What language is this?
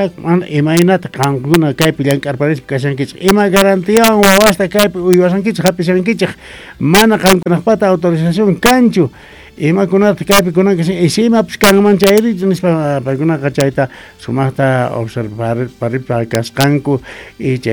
South Bolivian Quechua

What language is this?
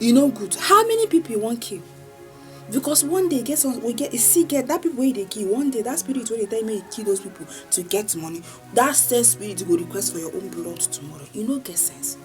Nigerian Pidgin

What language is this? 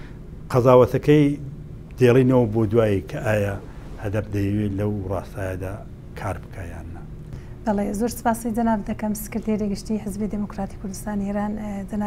Central Kurdish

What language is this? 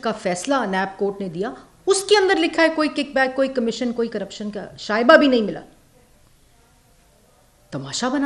Urdu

